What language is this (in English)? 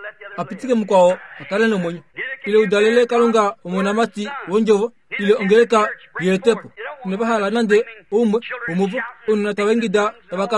Kuanyama